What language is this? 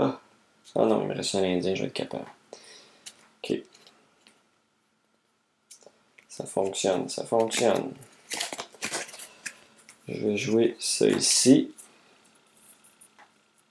French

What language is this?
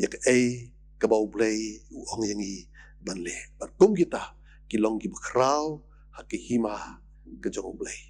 Khasi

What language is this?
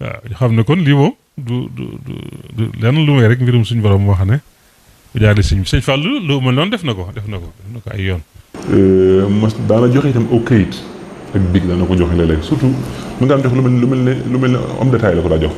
Wolof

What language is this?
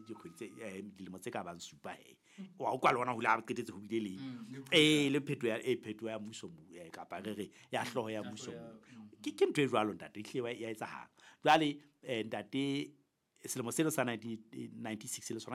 Southern Sotho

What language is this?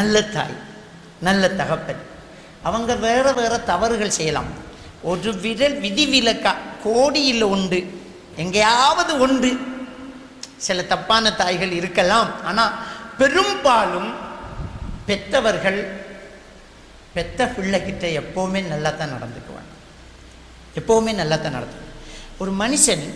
Tamil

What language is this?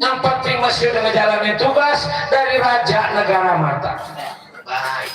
Betawi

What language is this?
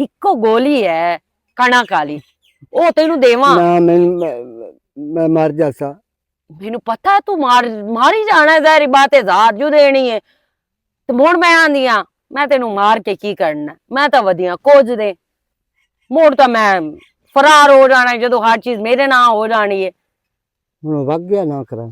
Western Panjabi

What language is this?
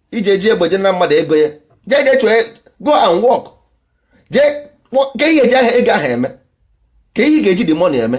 Igbo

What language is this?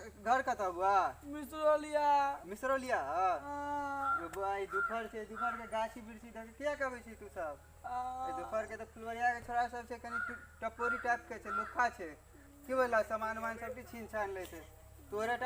Maithili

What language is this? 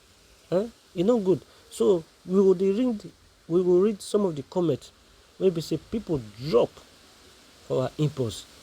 Nigerian Pidgin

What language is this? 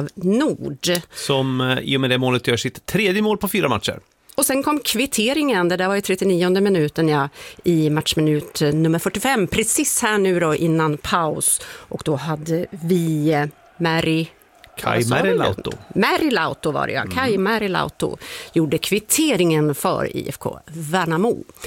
Swedish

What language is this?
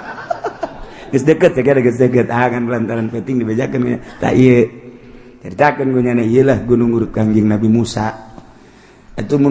Sundanese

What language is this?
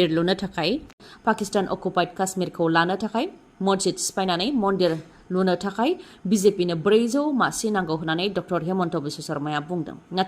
Bodo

